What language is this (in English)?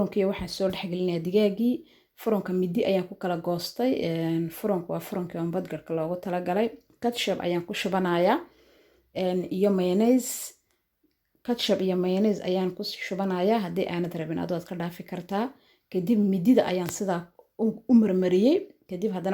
Somali